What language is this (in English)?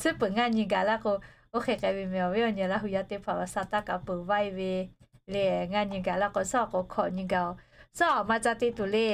Lahu